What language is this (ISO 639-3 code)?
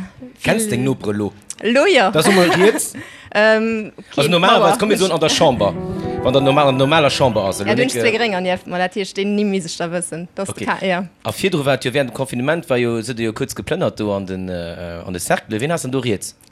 ltz